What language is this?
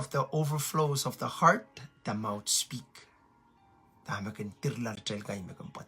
Pohnpeian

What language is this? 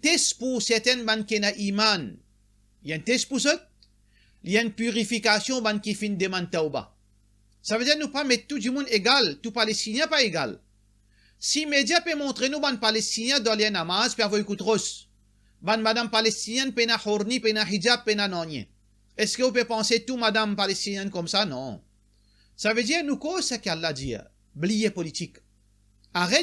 Morisyen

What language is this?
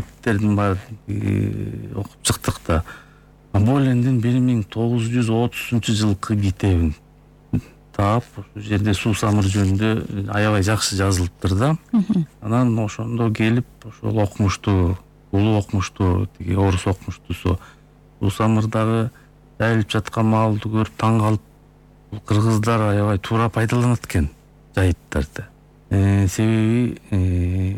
Kyrgyz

